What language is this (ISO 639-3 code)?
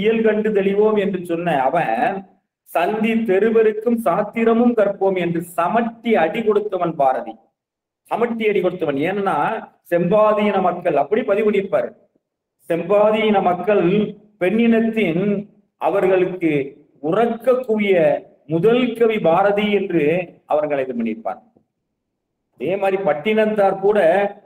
tam